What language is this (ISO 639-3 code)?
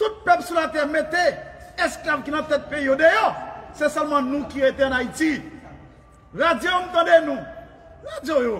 hat